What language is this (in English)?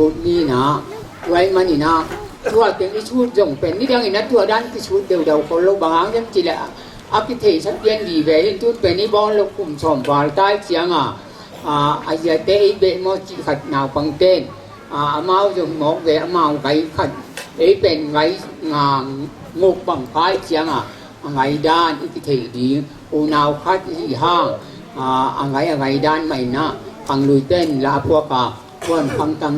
Tedim Chin